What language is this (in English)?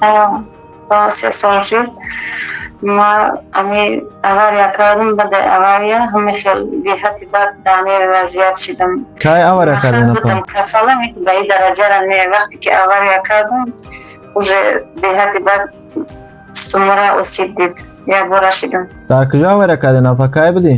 Tajik